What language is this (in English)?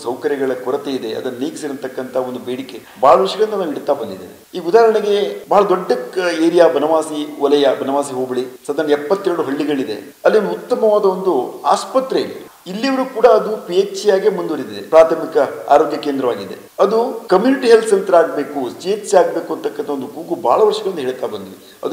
Kannada